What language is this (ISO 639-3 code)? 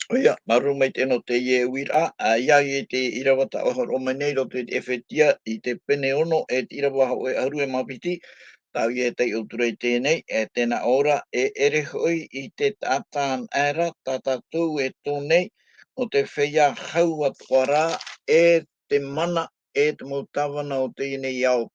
tah